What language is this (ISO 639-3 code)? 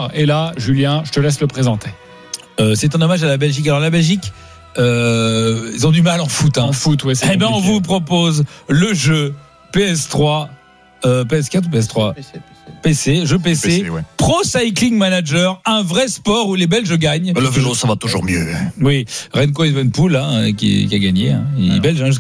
fra